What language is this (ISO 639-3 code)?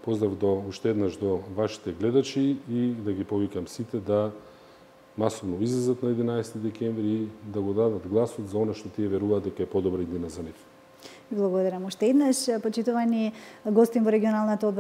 mkd